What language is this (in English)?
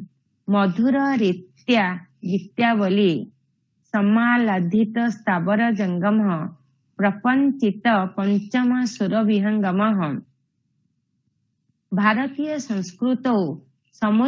Sanskrit